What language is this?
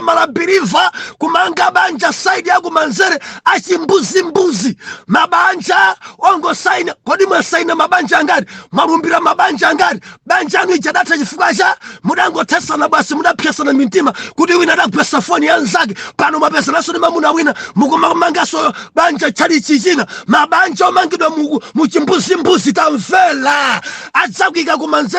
Nyanja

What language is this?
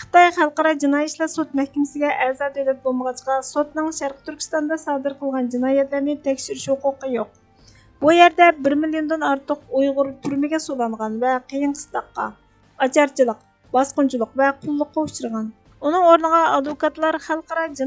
Uyghur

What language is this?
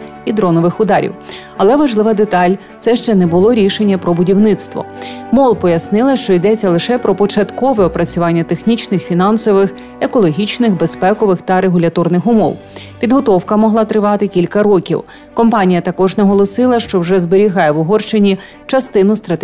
Ukrainian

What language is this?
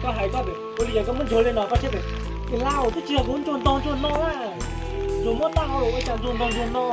Hmong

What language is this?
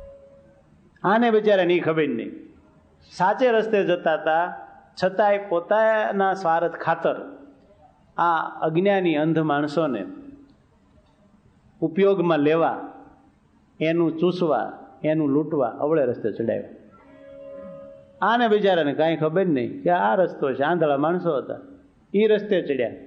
Gujarati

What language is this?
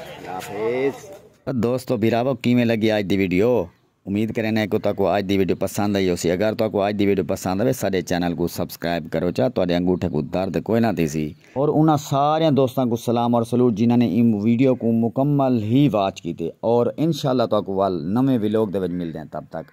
Saraiki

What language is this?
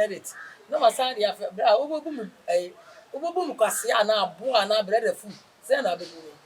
Akan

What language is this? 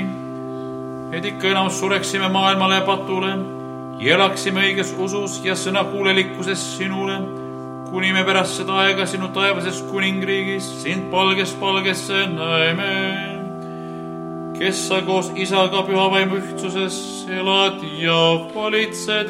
Estonian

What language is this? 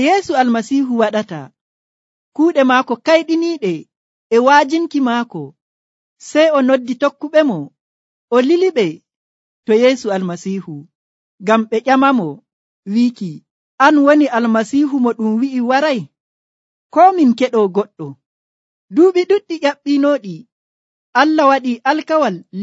Nigerian Fulfulde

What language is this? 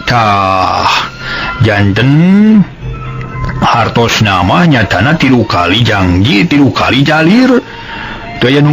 Sundanese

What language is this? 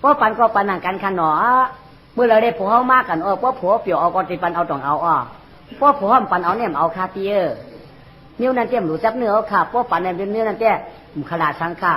Shan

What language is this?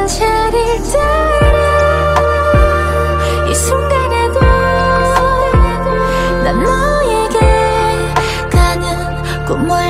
Korean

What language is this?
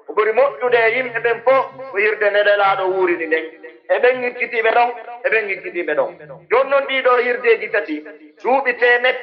Pular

